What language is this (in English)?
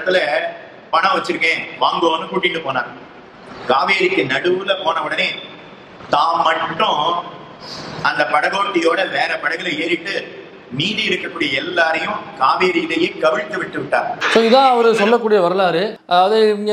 Tamil